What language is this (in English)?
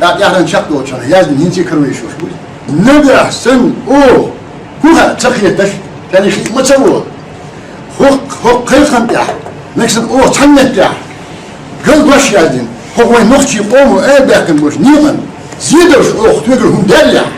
Chechen